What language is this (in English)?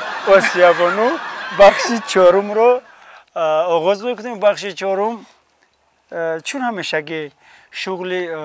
Tajik